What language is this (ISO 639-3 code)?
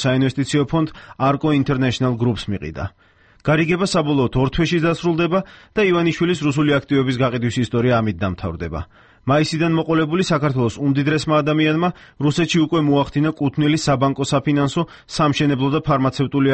kat